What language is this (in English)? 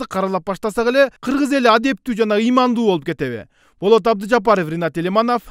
Kyrgyz